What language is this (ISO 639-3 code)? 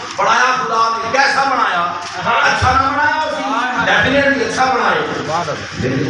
skr